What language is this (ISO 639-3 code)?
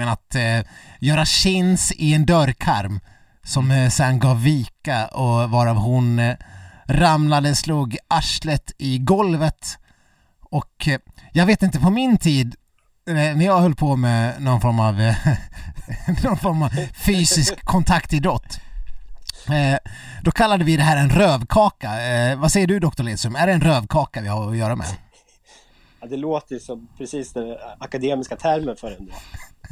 swe